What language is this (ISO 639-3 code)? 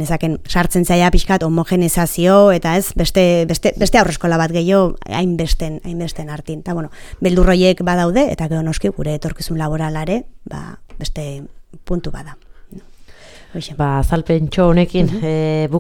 eus